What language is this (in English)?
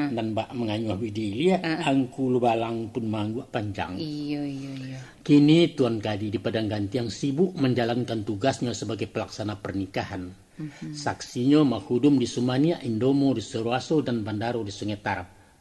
Minangkabau